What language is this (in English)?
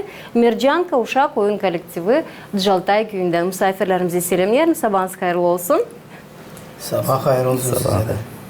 Gagauz